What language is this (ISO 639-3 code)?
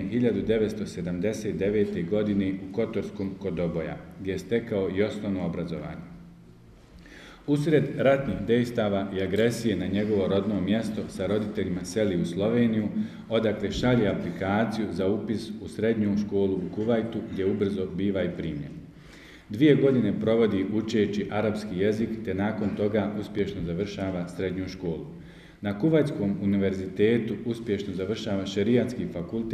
bos